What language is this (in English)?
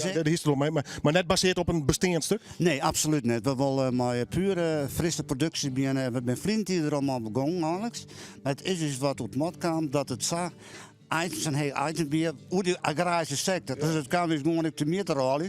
Western Frisian